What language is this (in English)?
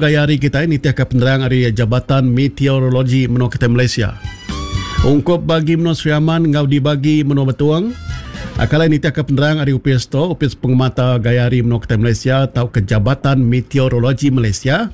Iban